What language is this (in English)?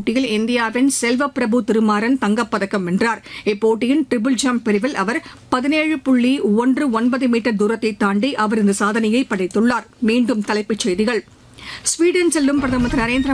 Tamil